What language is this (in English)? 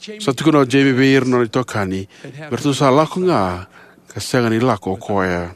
Fijian